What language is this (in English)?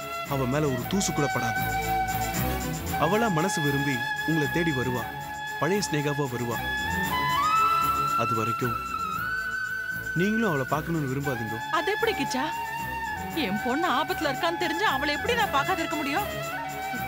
Tamil